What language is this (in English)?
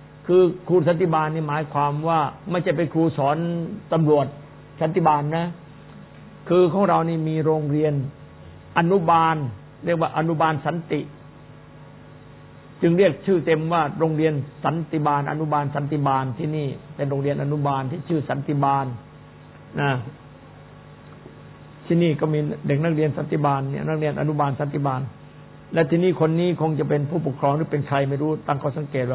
Thai